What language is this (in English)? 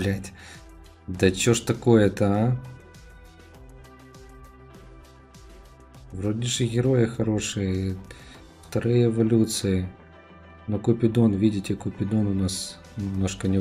Russian